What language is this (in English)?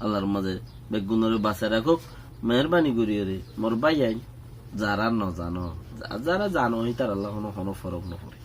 Rohingya